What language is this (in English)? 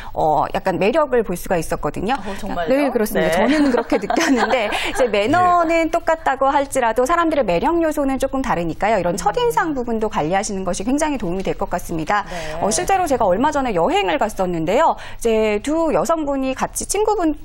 Korean